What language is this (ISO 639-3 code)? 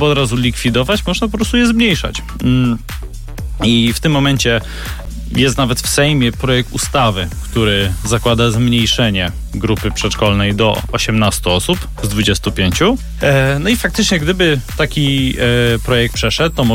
pol